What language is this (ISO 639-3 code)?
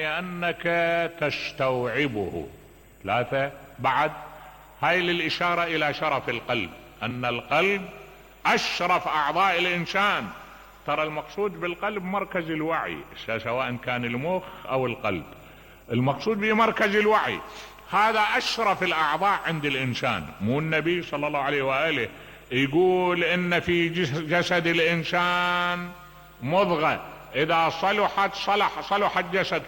acm